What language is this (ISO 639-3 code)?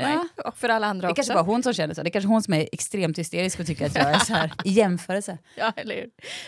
swe